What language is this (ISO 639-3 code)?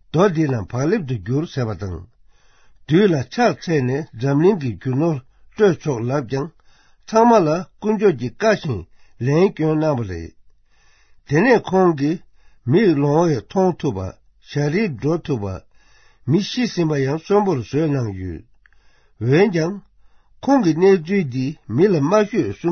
bod